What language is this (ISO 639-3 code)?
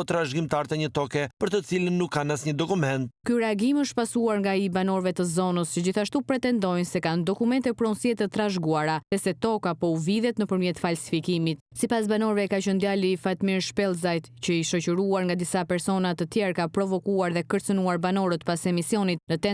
sqi